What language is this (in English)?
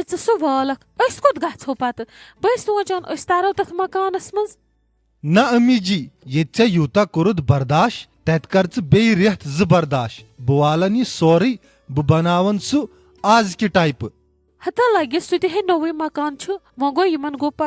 Kashmiri